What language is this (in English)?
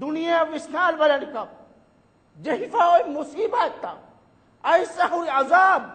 Divehi